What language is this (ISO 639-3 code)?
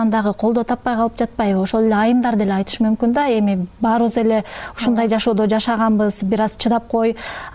kir